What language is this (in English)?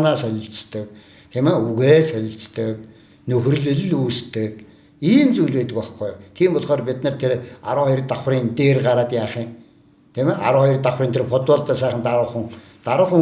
Mongolian